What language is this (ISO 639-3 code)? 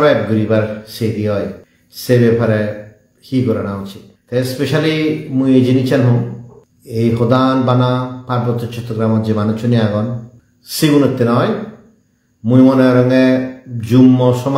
ccp